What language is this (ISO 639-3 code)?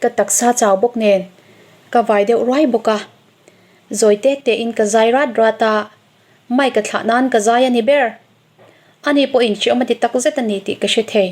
lus